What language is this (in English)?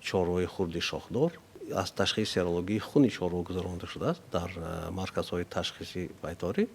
Tajik